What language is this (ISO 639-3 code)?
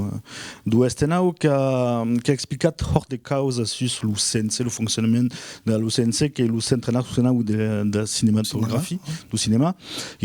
oci